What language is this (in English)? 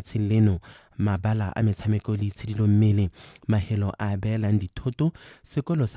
Tswana